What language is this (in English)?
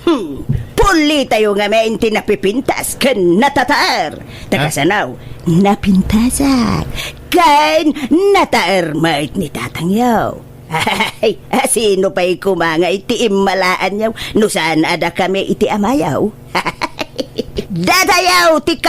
Iloko